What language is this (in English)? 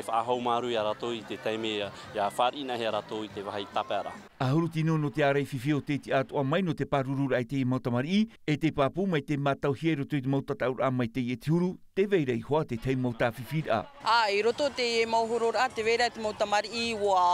Tahitian